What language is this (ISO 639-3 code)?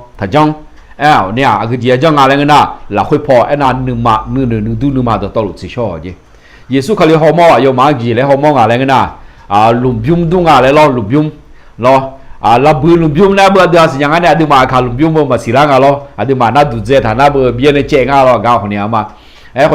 ahk